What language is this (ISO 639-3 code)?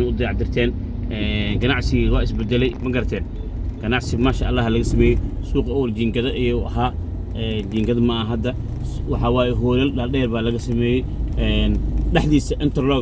som